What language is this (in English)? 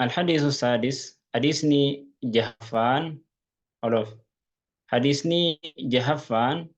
Oromo